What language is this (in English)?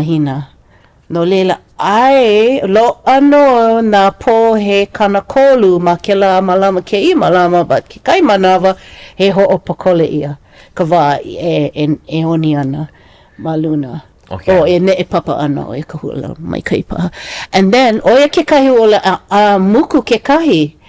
Hawaiian